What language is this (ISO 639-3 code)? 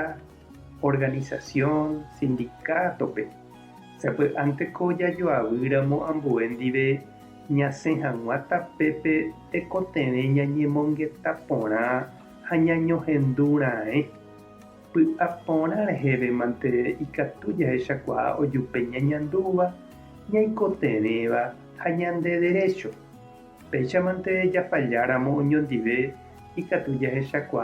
grn